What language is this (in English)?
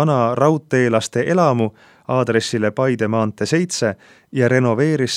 Estonian